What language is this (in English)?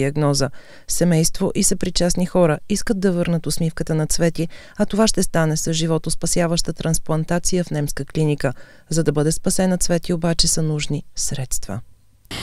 Bulgarian